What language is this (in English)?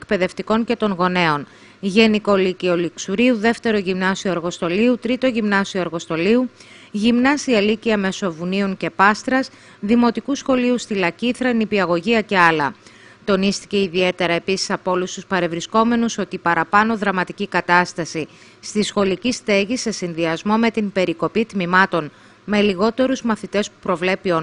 Greek